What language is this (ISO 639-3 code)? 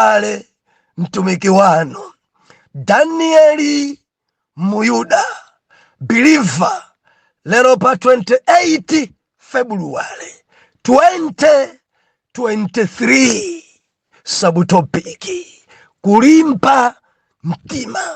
nya